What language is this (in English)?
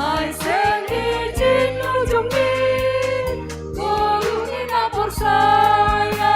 Batak Simalungun